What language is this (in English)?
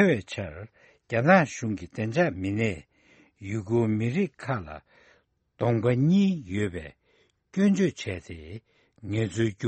Tibetan